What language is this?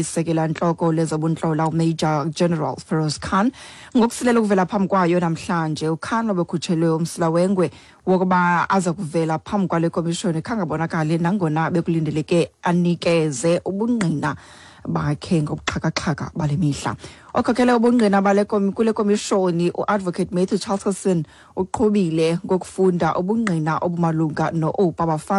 Xhosa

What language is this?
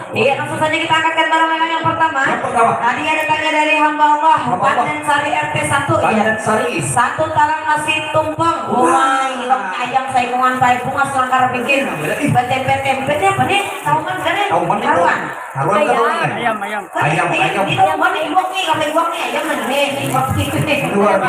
Banjar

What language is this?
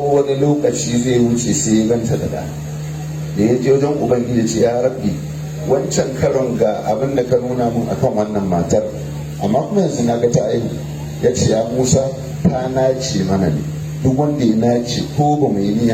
Hausa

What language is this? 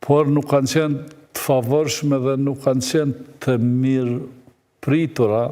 Albanian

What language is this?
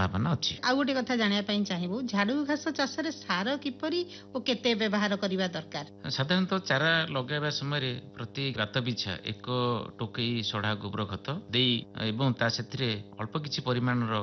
Odia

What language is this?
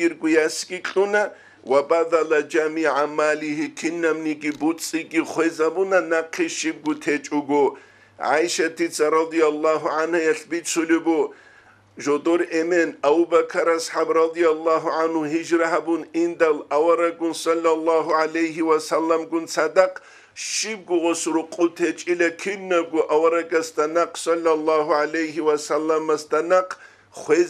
Avaric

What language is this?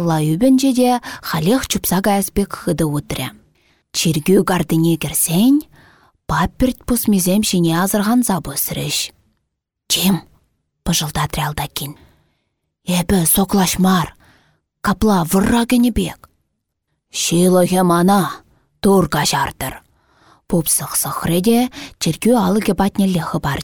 Chuvash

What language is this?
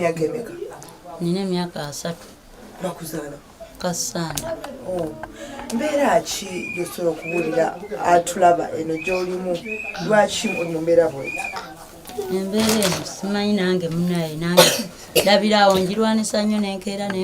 Ganda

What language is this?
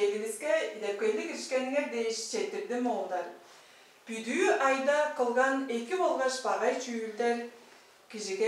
Tuvinian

